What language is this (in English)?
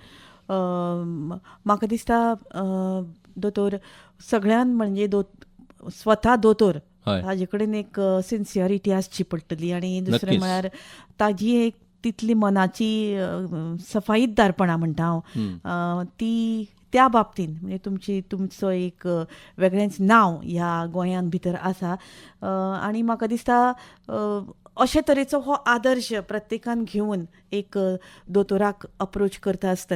Konkani